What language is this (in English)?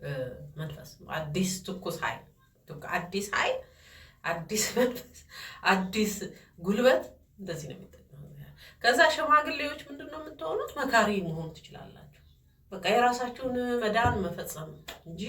Amharic